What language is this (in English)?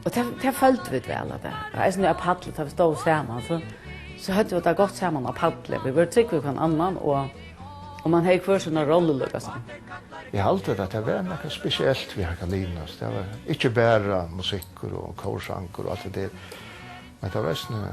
Faroese